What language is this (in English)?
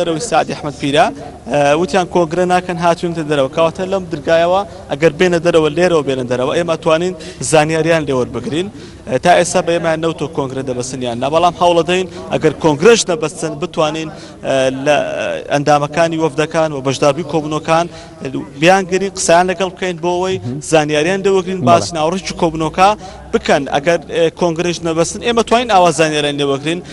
Central Kurdish